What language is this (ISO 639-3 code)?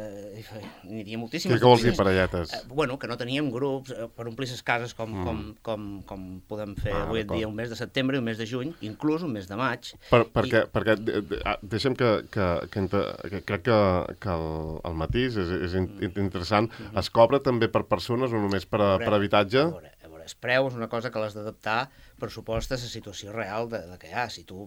cat